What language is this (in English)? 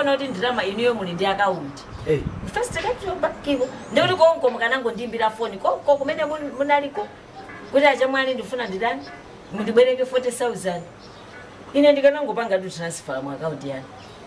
Nyanja